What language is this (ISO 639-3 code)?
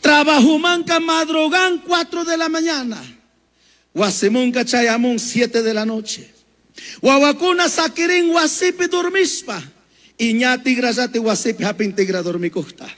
qug